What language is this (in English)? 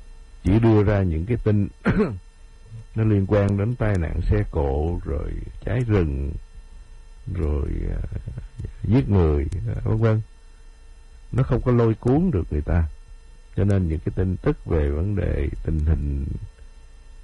Vietnamese